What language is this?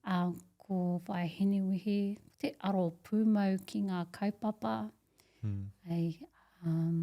Māori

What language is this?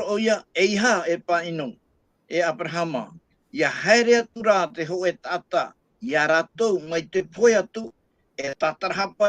Tahitian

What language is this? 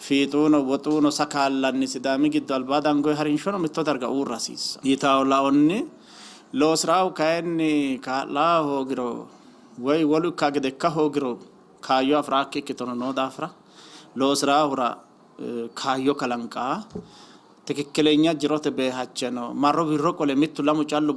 Sidamo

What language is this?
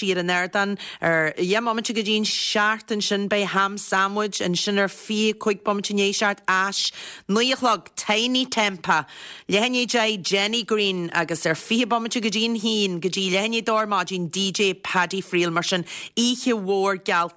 Irish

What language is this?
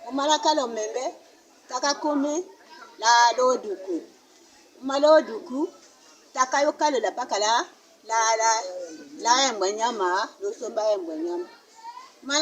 Tetela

